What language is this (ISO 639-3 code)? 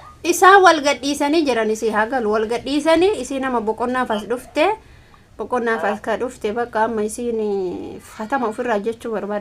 orm